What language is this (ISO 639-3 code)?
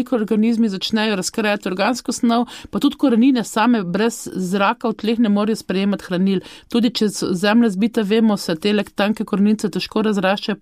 slv